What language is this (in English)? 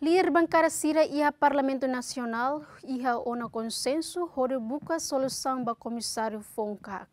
Tetum